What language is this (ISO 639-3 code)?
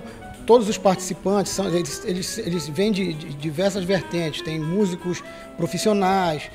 por